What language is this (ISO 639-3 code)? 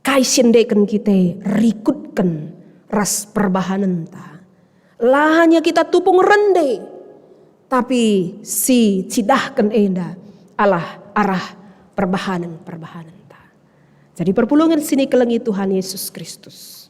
btx